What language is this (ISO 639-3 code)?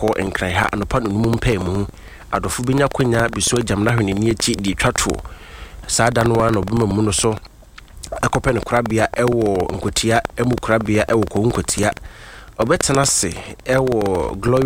aka